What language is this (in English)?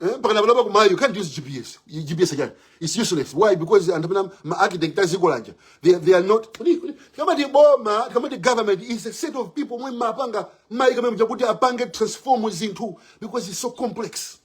Nyanja